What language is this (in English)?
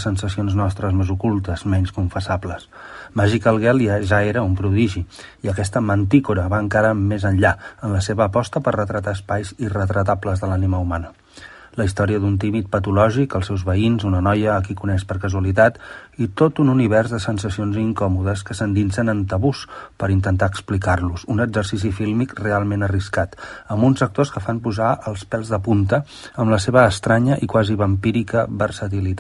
Catalan